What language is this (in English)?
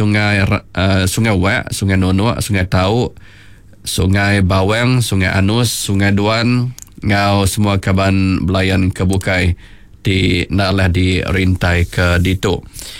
Iban